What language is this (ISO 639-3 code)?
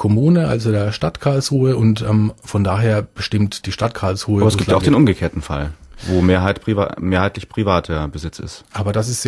deu